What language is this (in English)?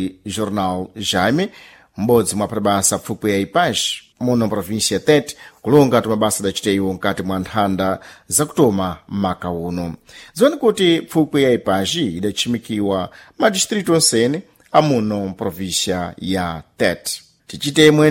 Sena